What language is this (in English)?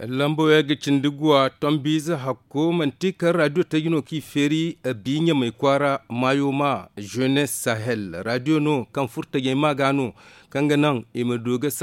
Zarma